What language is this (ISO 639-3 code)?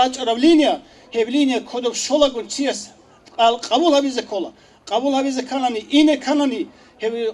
ava